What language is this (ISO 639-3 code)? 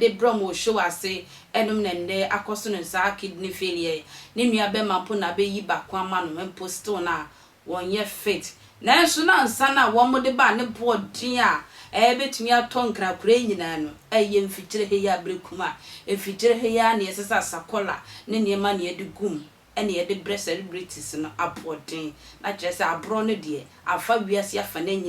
aka